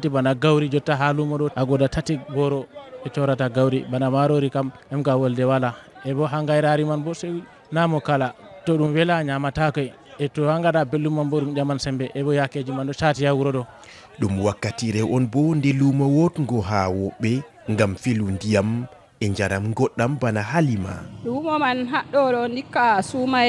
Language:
Fula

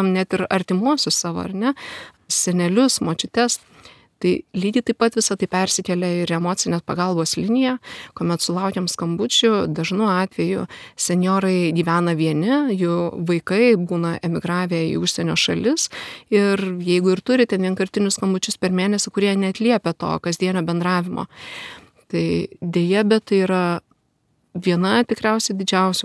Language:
Lithuanian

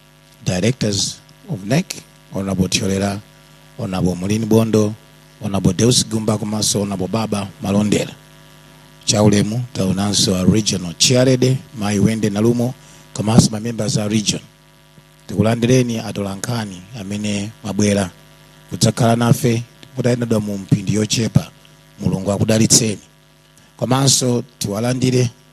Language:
Nyanja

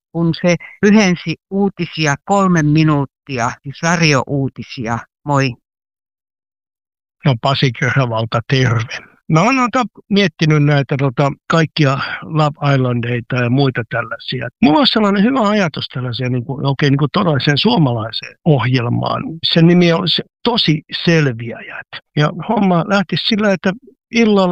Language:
Finnish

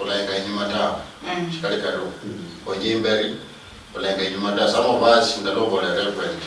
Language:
Luyia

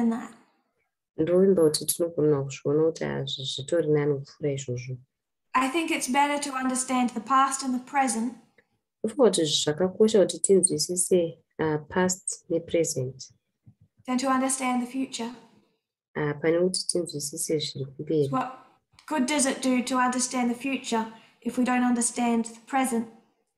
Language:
Shona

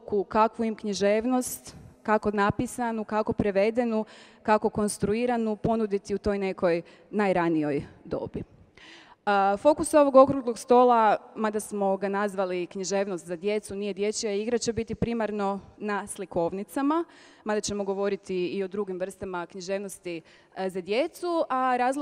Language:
Croatian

